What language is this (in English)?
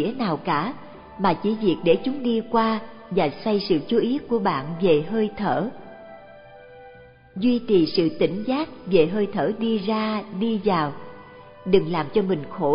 Vietnamese